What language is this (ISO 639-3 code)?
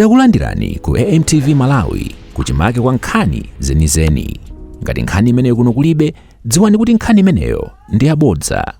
nya